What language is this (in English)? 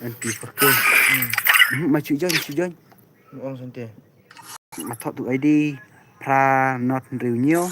Khasi